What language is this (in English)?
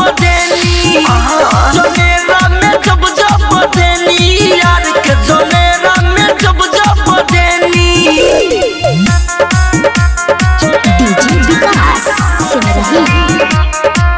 Bhojpuri